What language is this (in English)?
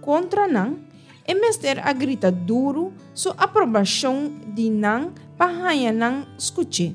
Papiamento